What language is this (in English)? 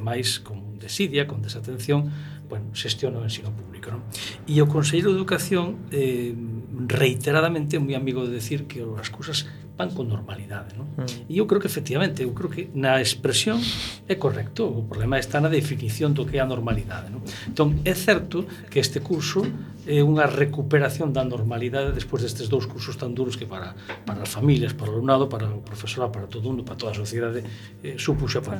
Galician